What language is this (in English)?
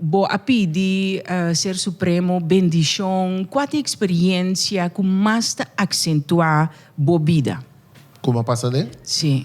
Papiamento